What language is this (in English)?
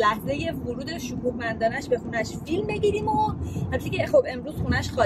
Persian